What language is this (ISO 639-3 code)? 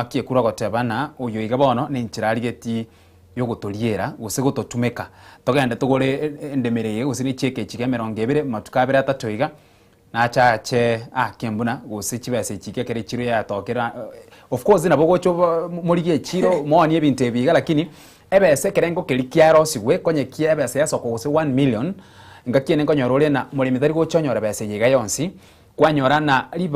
guz